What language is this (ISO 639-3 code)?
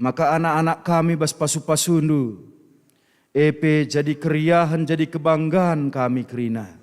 btx